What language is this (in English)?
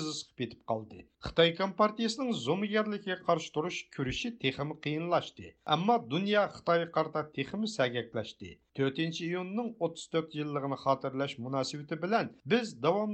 Uyghur